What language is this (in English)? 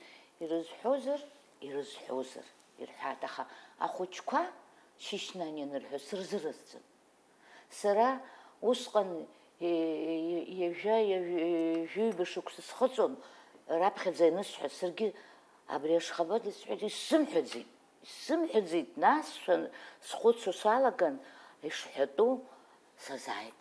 Abkhazian